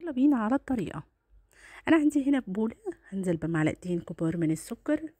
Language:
Egyptian Arabic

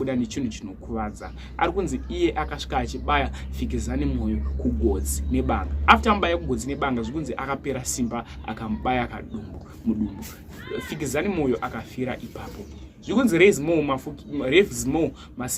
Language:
Shona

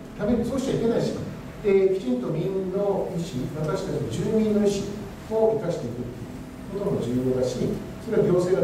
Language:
Japanese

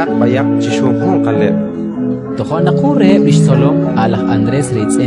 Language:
Kekchí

